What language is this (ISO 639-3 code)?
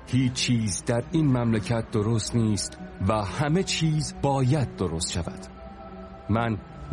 fas